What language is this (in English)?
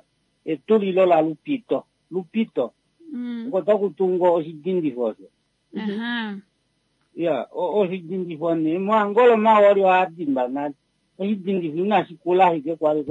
Kuanyama